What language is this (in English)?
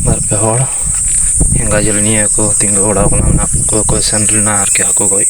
Santali